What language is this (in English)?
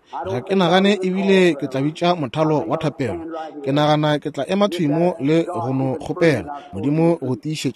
Northern Sotho